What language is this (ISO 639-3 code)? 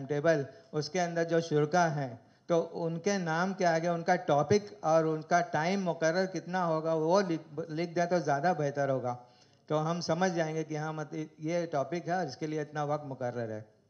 urd